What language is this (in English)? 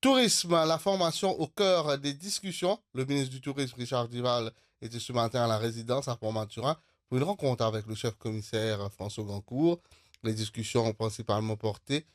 Morisyen